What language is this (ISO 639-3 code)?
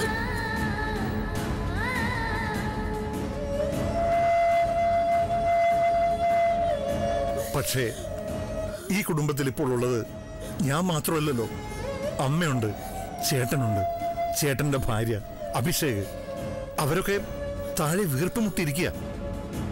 mal